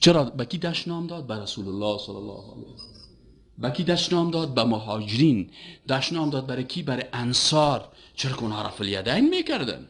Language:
Persian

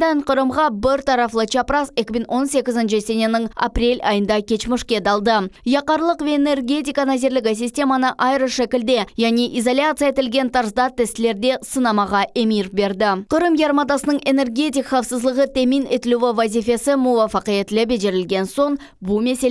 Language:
Crimean Tatar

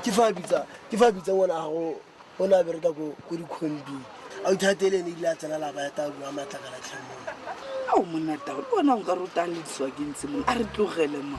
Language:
Tswana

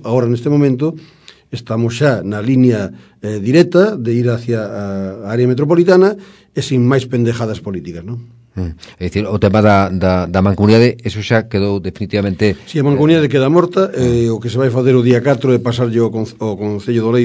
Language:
Galician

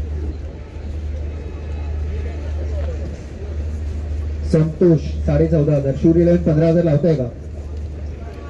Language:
Marathi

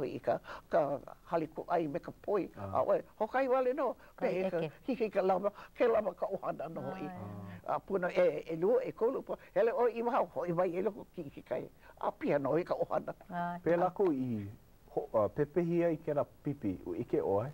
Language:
Hawaiian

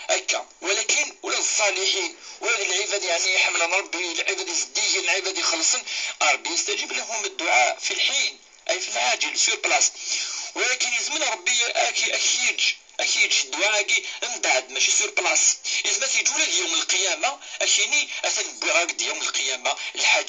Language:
Kabyle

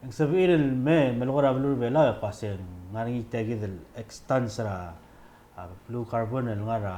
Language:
Palauan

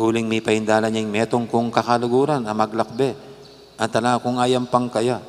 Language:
Pampanga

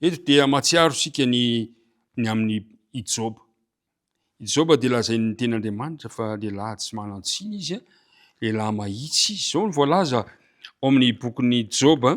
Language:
Malagasy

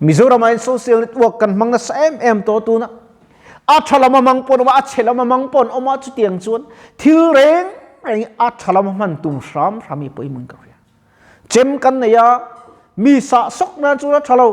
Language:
Mizo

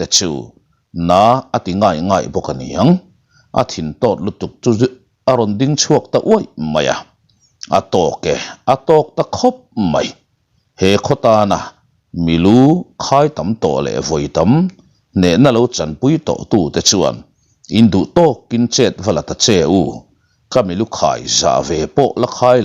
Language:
Mizo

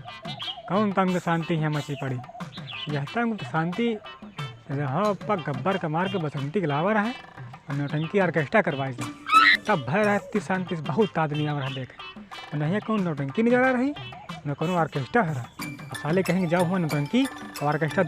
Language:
Awadhi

